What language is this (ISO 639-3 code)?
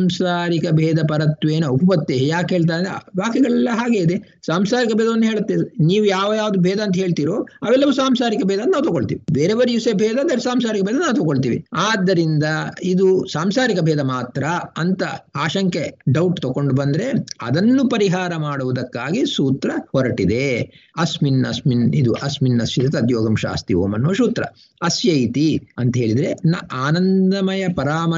kan